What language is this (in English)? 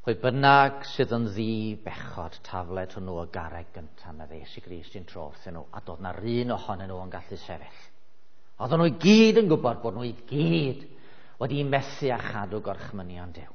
Welsh